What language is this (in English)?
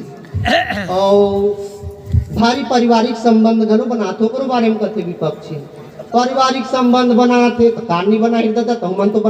Chhattisgarhi